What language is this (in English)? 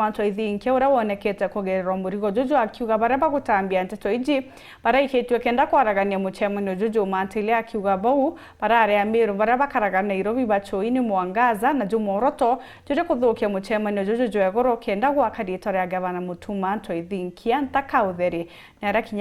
Meru